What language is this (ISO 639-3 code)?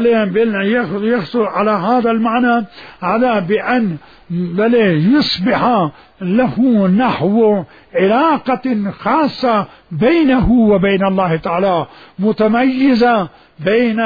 acm